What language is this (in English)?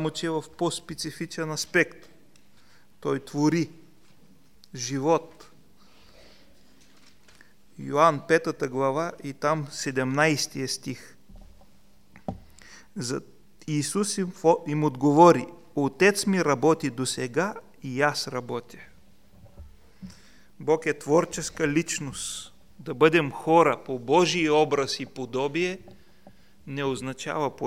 Bulgarian